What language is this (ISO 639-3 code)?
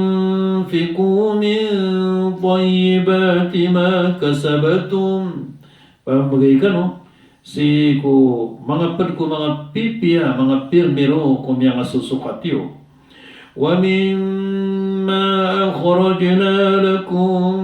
mrw